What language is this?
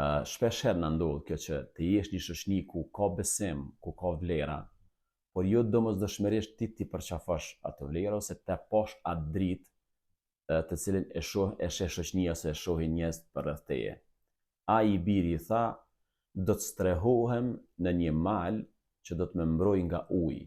Albanian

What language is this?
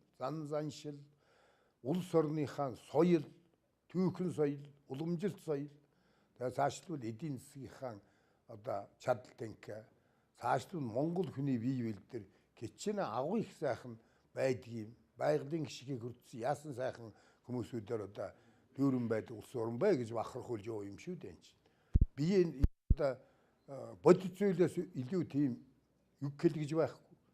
Mongolian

